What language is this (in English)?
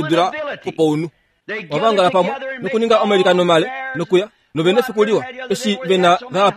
Kuanyama